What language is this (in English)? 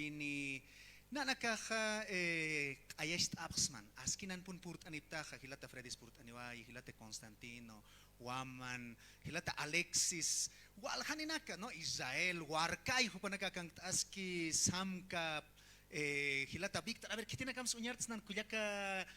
Aymara